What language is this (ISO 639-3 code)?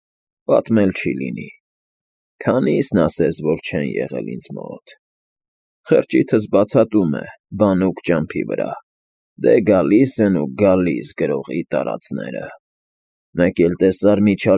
hye